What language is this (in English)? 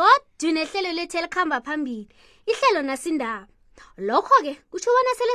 South Ndebele